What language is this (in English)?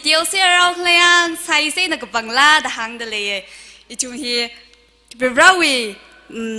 Tangkhul Naga (India)